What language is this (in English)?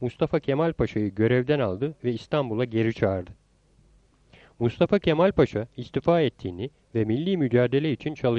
Turkish